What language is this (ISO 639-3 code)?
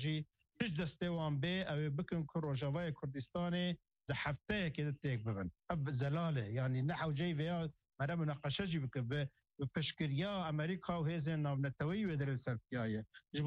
kur